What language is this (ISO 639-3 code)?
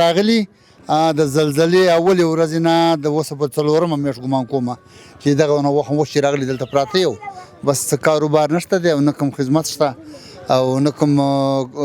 pus